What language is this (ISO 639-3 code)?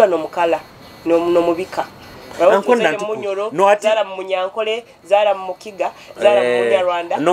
nyo